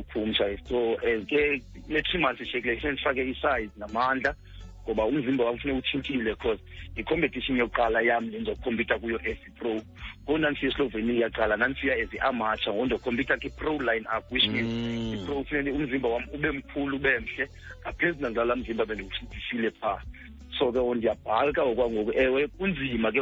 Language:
Xhosa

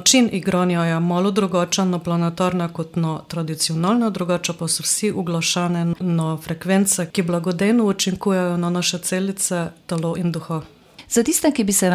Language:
Slovenian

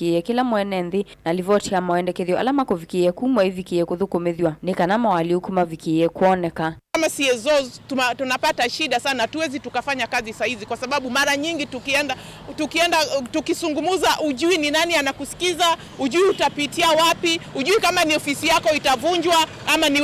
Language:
Kamba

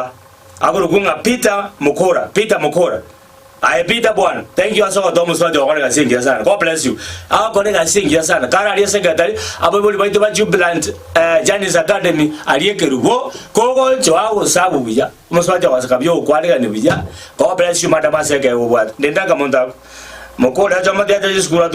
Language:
Gusii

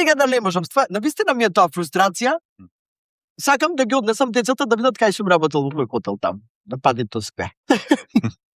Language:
Macedonian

